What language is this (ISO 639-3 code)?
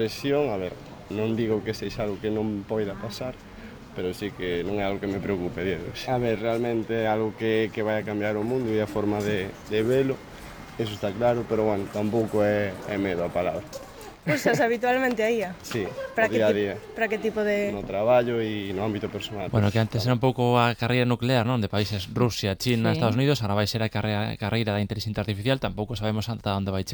glg